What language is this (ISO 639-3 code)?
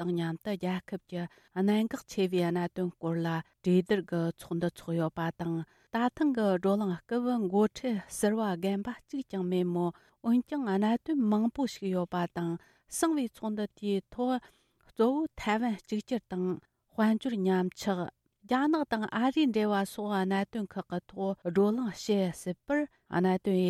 bod